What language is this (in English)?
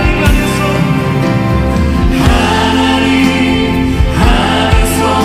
Korean